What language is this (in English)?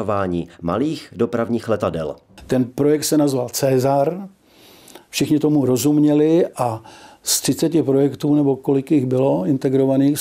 Czech